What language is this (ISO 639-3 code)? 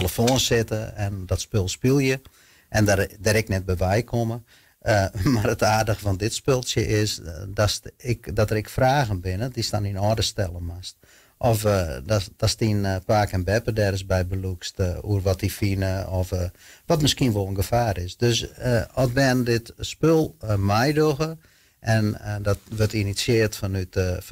fry